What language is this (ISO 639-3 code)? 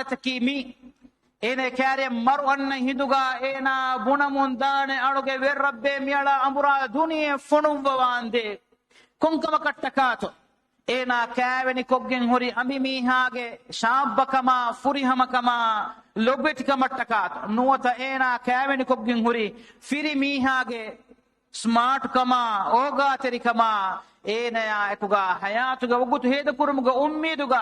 div